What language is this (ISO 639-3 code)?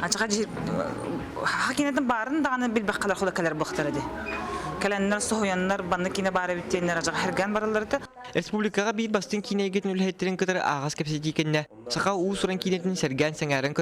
sah